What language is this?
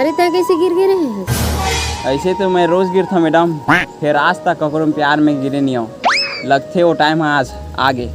Chhattisgarhi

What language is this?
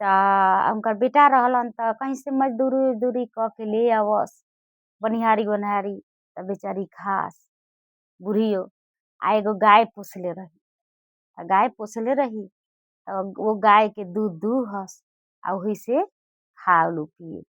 Bhojpuri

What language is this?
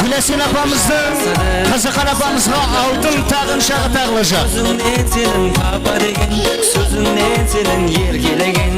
Kara-Kalpak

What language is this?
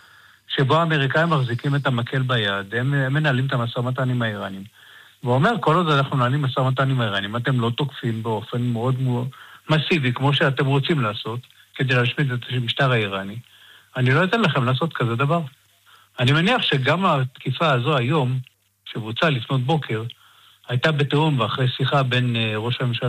Hebrew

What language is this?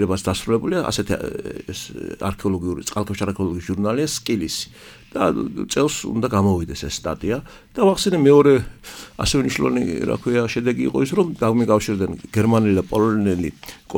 Georgian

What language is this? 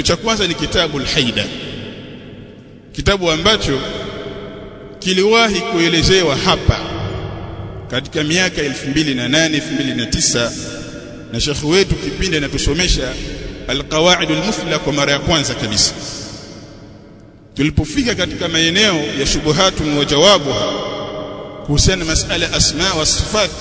Swahili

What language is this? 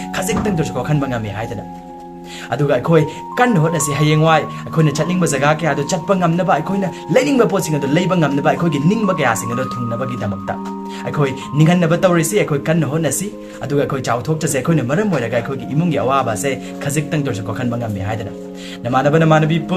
Manipuri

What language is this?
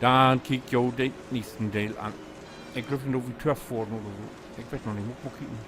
Low German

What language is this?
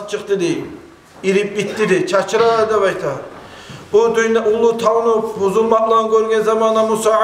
Kumyk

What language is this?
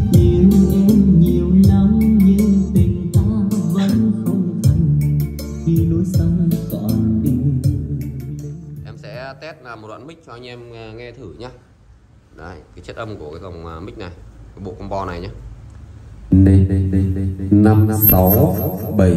Vietnamese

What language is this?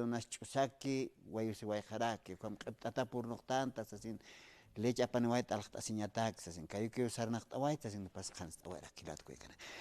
Aymara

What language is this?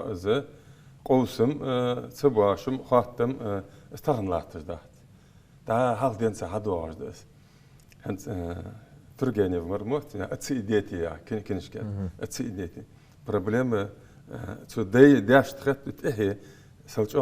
Ingush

